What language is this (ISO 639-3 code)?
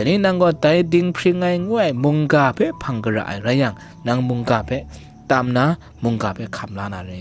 kac